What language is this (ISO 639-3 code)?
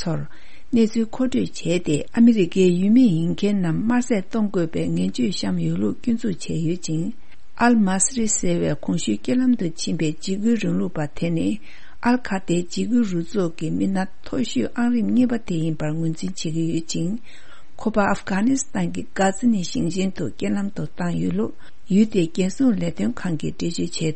bod